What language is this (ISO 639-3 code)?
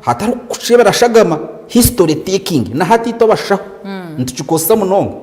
nyn